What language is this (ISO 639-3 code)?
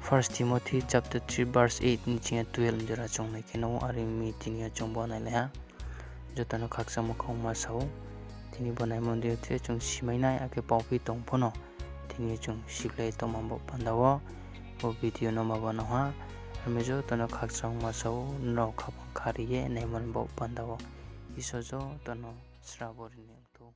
ria